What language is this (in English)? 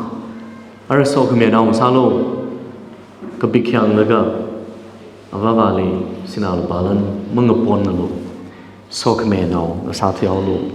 Tangkhul Naga (India)